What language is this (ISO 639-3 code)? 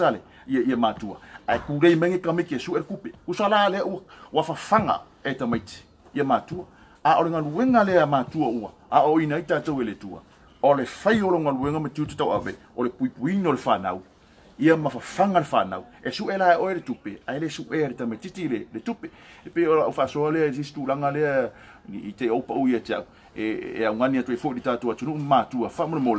smo